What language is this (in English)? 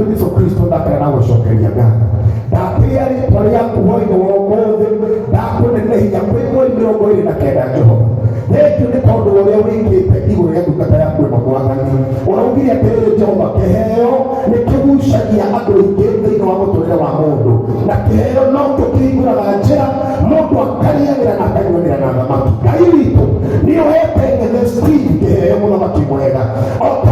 Kikuyu